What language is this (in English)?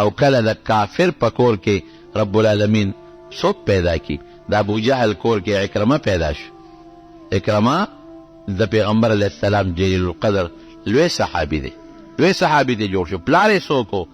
Pashto